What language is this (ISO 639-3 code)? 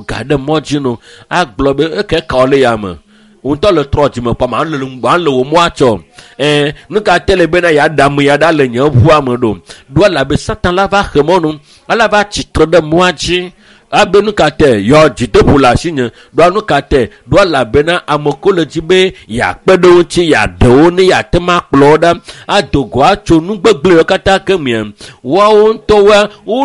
ewe